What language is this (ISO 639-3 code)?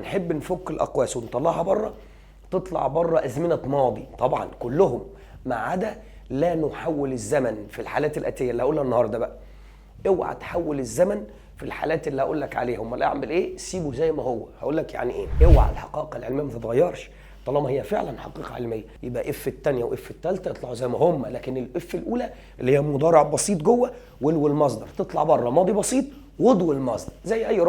arz